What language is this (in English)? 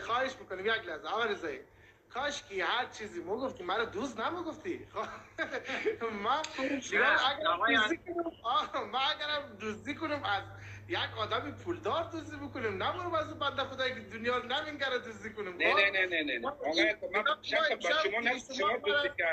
Persian